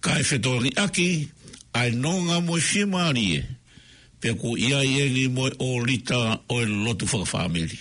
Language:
Tongan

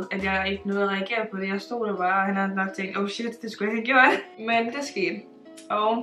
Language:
Danish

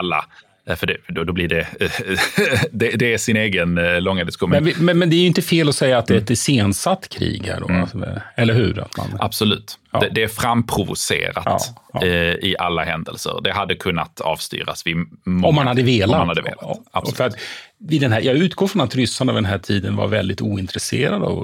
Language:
Swedish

